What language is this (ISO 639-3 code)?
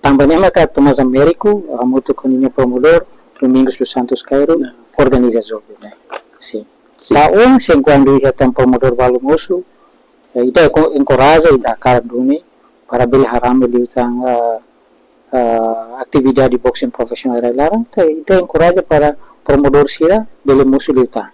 tet